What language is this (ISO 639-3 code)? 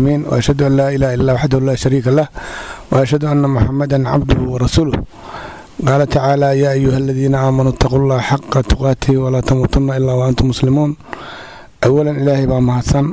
som